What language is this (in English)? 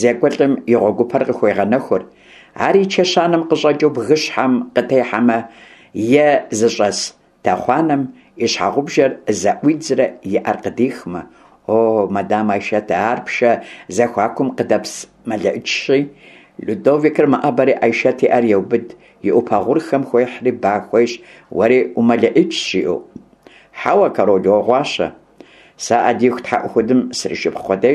Kabardian